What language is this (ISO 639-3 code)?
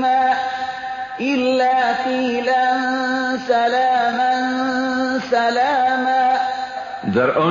fas